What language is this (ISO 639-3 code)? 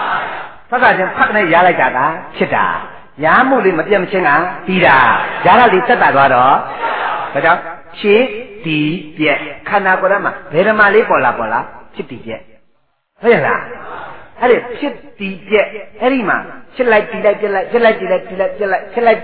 mya